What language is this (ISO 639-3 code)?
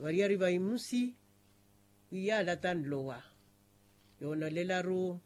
vmw